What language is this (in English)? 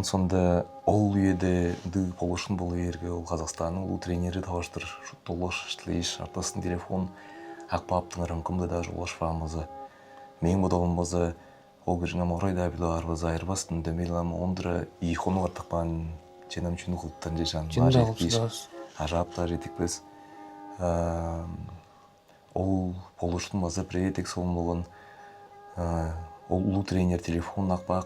Tuvinian